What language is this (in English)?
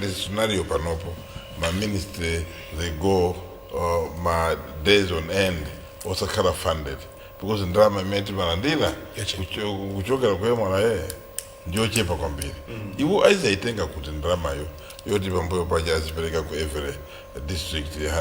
Nyanja